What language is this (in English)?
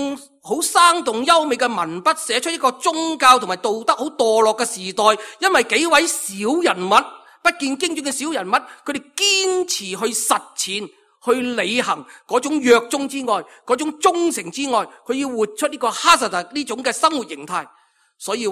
Cantonese